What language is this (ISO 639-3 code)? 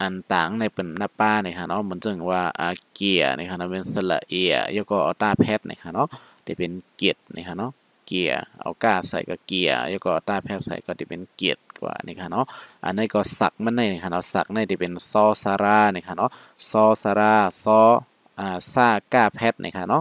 shn